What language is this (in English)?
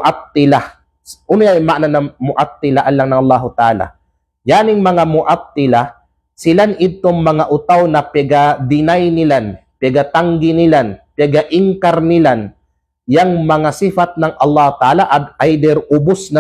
Kalagan